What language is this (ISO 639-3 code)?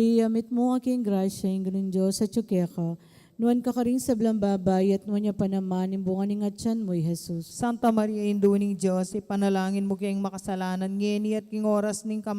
pam